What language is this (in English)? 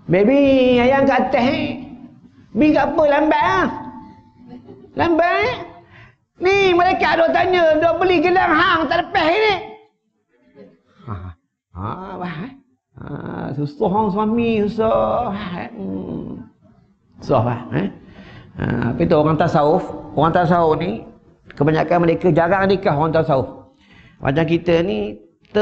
Malay